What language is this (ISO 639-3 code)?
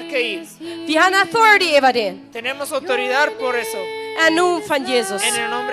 pdt